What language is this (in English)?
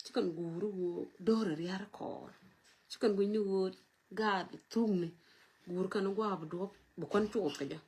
Nuer